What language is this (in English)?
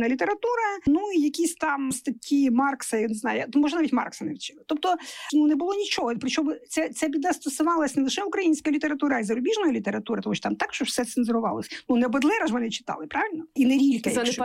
Ukrainian